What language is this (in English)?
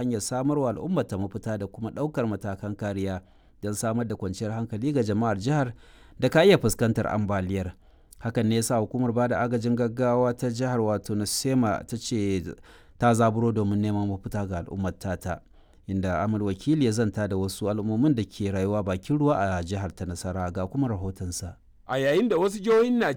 Hausa